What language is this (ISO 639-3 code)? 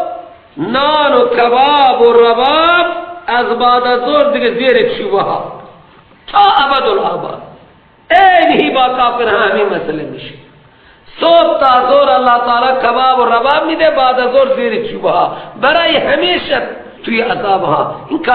fas